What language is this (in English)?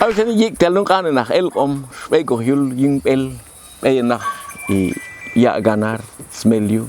Popti'